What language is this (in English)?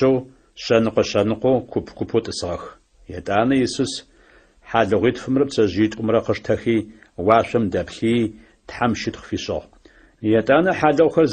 Adyghe